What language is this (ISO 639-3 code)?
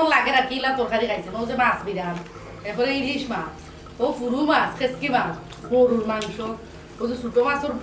syl